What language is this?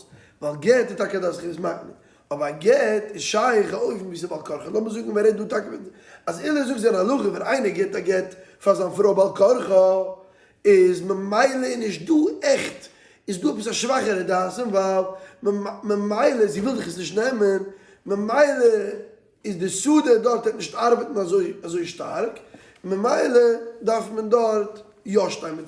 Yiddish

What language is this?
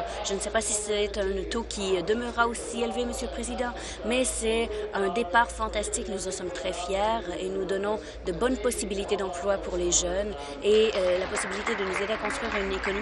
French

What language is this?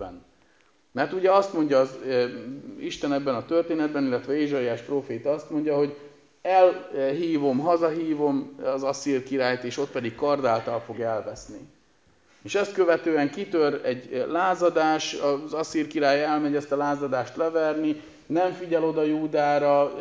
Hungarian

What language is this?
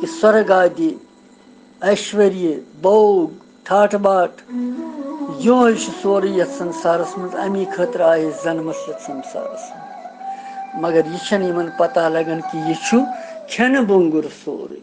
Kashmiri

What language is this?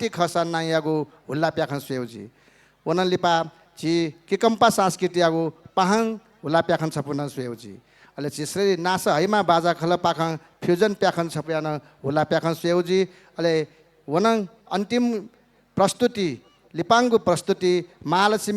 Newari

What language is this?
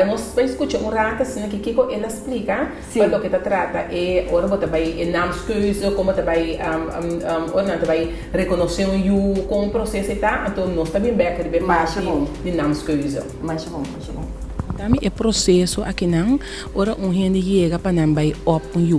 Papiamento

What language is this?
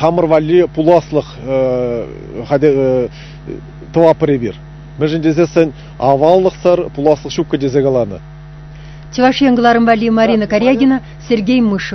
Chuvash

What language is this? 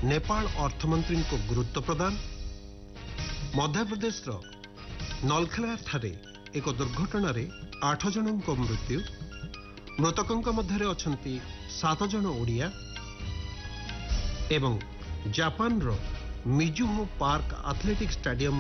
Odia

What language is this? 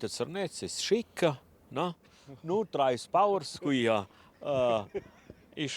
Romansh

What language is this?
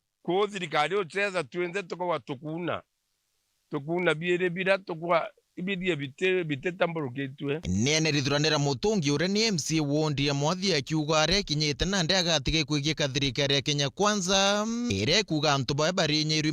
Meru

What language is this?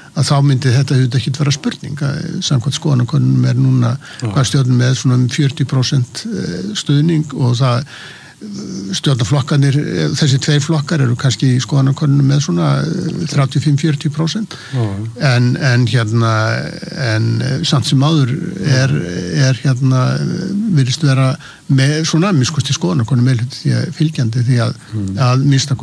Icelandic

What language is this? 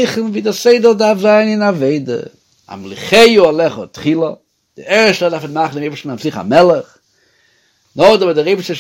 Yiddish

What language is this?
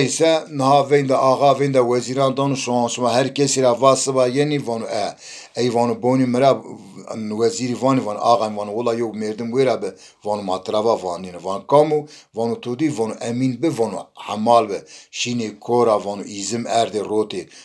Zaza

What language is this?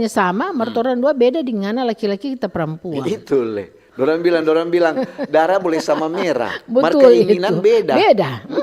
Manado Malay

